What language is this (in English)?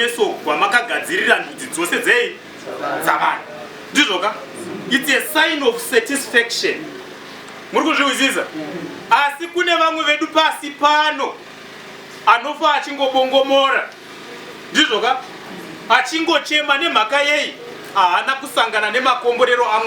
Shona